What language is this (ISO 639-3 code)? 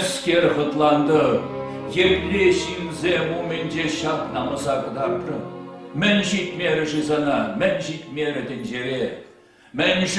chv